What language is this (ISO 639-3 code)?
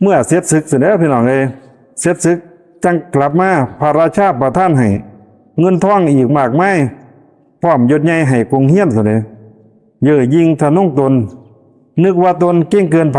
lao